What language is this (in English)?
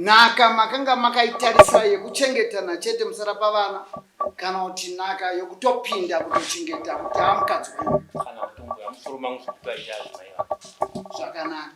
Shona